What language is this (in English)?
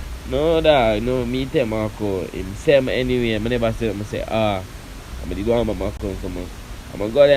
Jamaican Creole English